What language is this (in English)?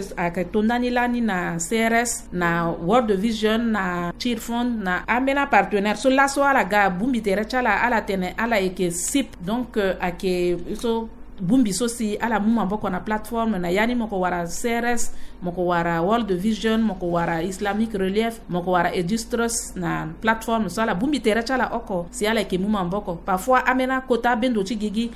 Sango